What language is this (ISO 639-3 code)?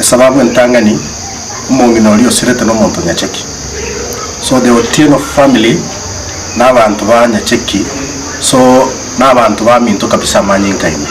guz